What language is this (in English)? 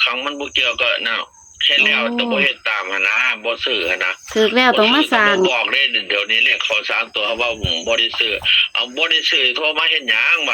Northeastern Thai